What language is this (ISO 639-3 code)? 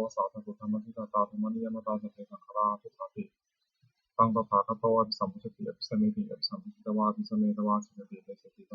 pli